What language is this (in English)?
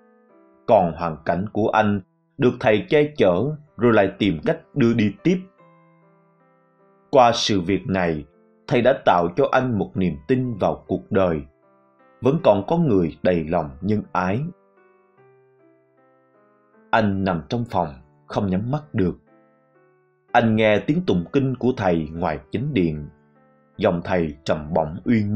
Vietnamese